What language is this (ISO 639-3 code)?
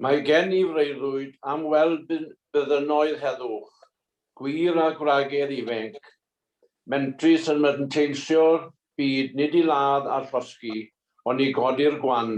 cym